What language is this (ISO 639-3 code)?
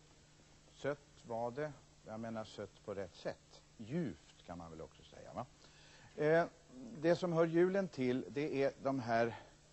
swe